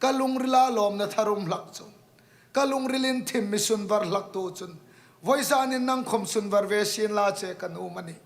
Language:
Hmar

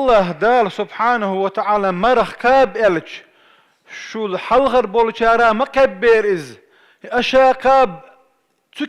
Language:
Chechen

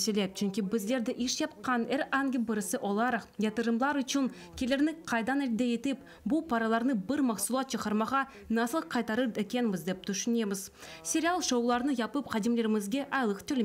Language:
Crimean Tatar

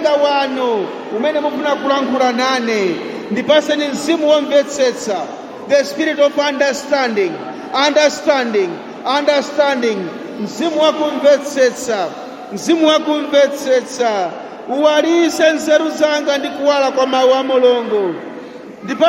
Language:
Nyanja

